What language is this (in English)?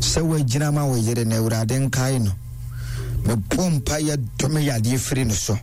Akan